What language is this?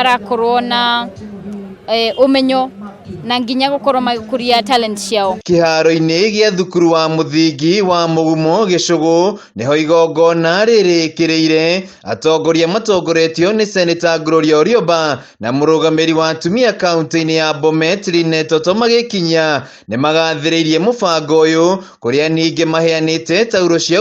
Kikuyu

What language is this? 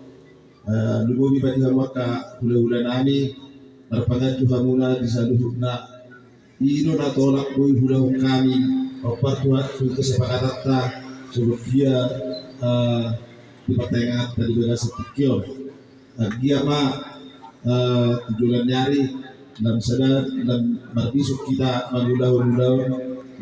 Batak Toba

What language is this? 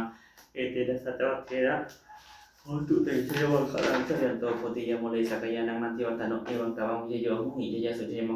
Pali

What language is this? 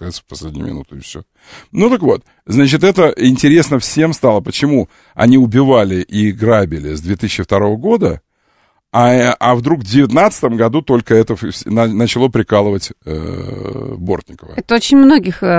Russian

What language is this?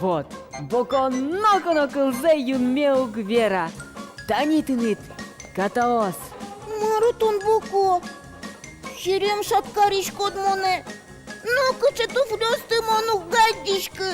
Udmurt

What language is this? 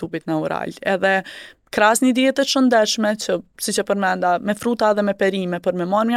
Albanian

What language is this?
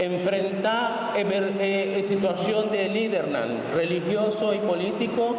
Papiamento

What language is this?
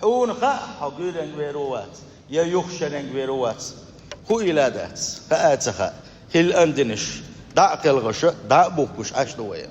Chechen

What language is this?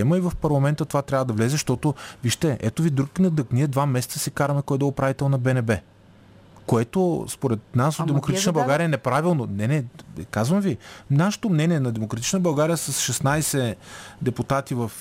Bulgarian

